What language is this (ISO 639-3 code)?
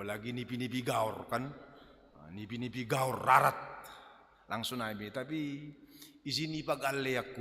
bts